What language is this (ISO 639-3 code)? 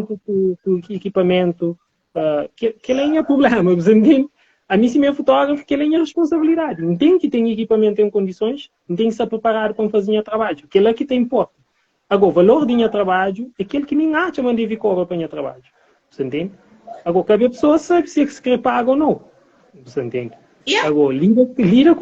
kea